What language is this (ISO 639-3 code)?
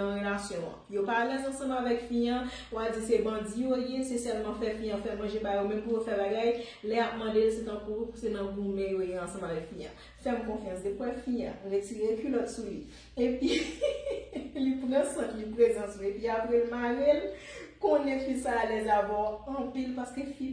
hat